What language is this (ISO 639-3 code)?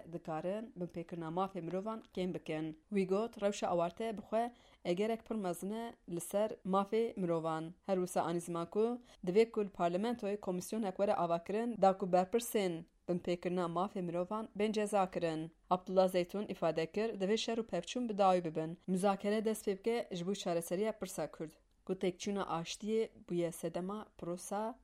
kur